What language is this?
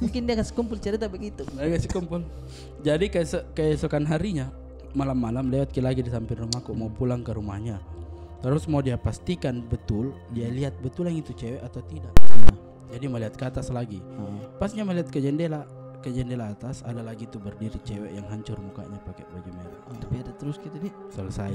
Makassar Malay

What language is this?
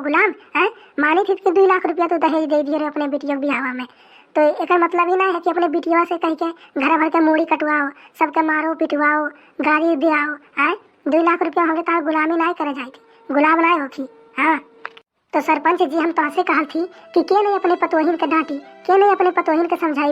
Awadhi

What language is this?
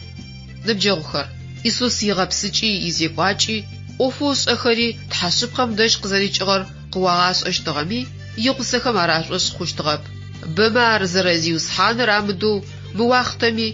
Adyghe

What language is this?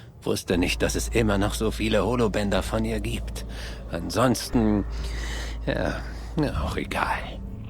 Bavarian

